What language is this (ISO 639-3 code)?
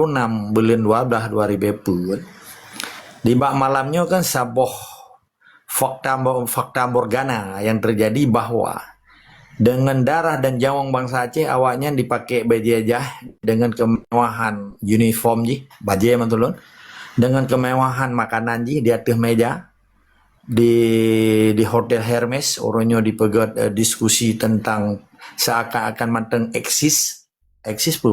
ace